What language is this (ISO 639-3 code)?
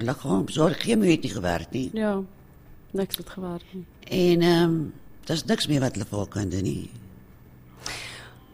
afr